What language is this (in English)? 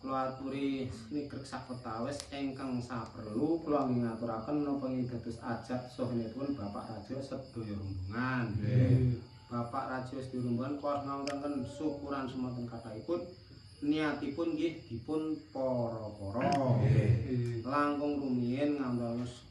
Javanese